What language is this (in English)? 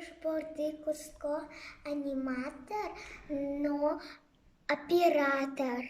Udmurt